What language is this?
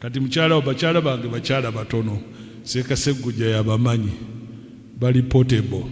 Ganda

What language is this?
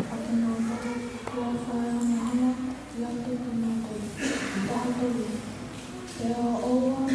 Tongan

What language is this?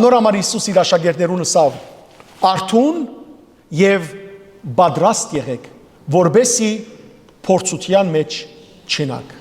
Western Armenian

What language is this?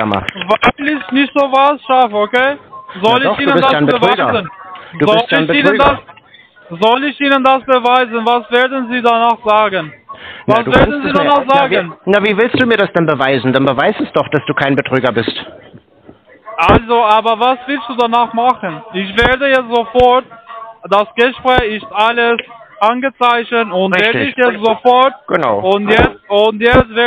German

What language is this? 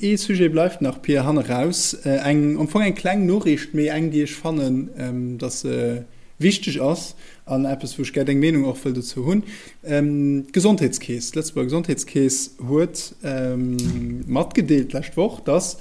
Luxembourgish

